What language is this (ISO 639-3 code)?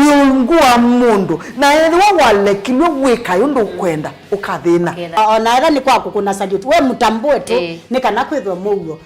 kam